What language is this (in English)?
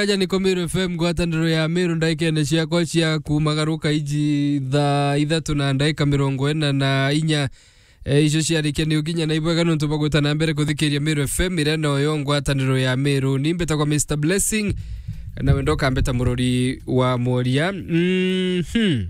Meru